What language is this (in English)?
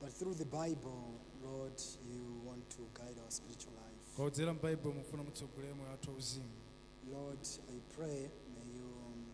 Nyanja